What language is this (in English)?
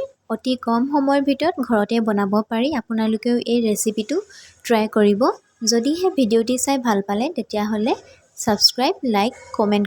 Assamese